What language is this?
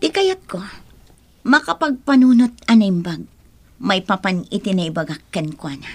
Iloko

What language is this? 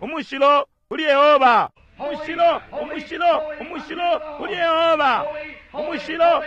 Bemba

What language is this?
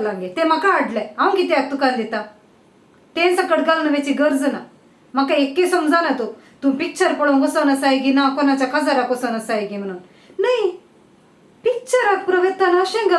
Konkani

